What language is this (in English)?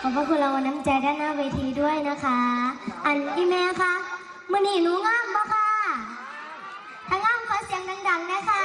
Northeastern Thai